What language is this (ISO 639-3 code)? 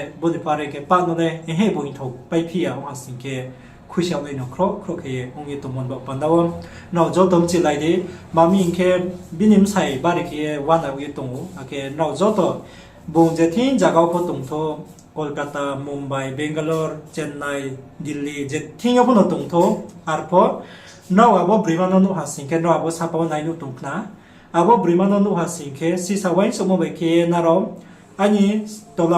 ria